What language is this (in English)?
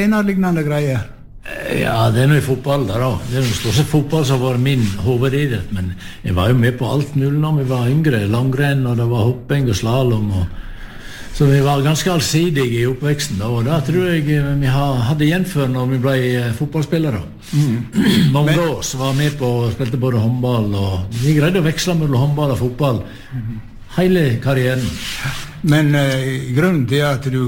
Norwegian